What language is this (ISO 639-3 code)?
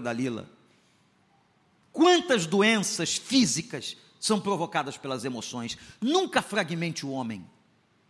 por